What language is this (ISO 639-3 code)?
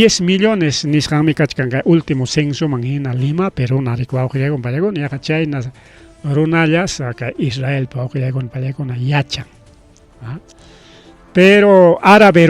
quy